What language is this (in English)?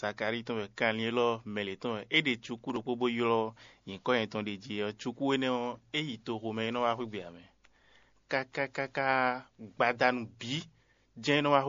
Fon